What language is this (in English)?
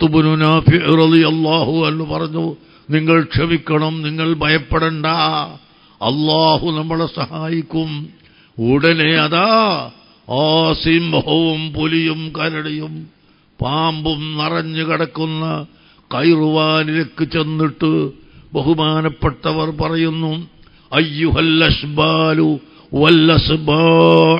Malayalam